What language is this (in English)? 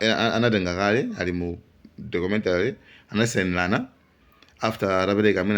Nyanja